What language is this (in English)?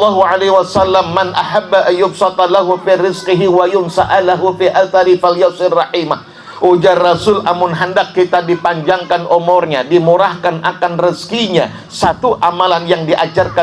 Banjar